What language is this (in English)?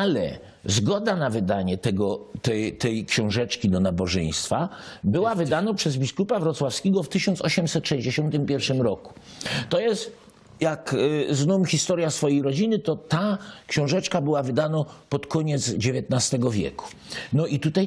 Silesian